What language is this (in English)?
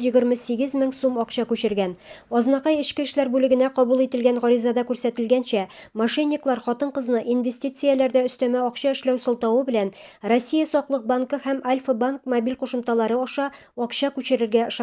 Tatar